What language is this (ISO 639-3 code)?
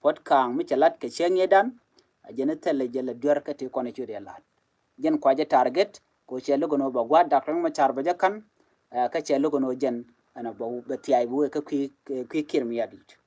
nus